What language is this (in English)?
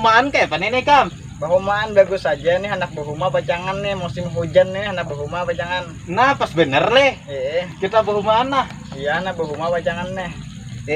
Banjar